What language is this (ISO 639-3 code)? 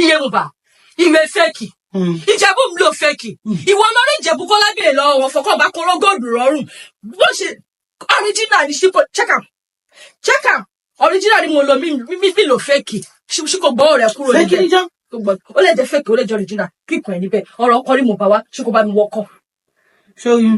yor